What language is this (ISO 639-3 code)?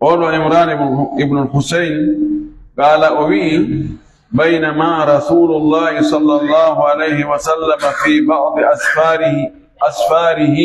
ful